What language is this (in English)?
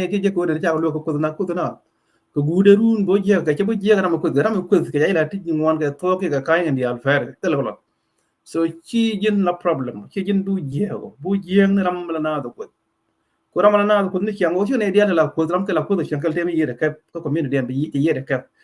Nuer